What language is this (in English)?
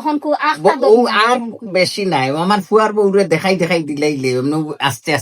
Sylheti